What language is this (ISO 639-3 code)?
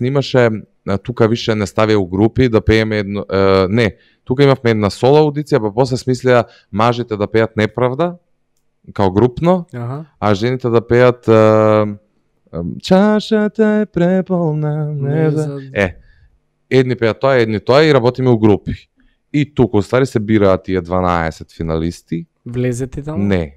mkd